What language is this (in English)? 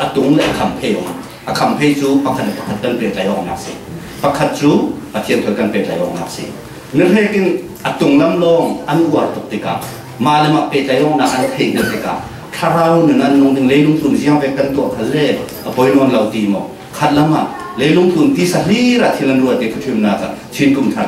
Falam Chin